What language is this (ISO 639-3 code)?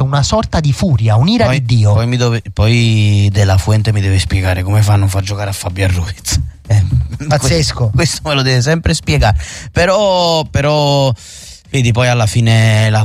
ita